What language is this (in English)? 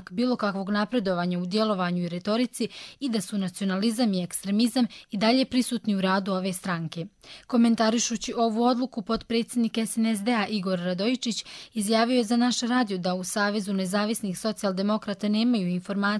Croatian